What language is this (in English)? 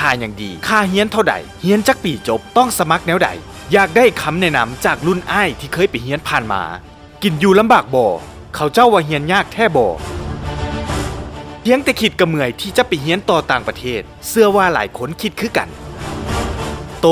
Lao